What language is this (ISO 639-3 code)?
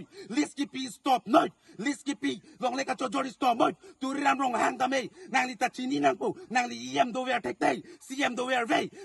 mjw